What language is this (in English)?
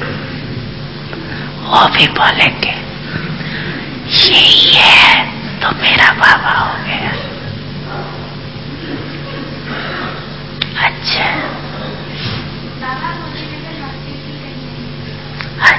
Hindi